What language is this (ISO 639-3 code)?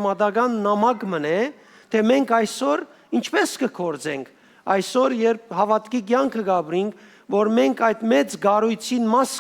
hyw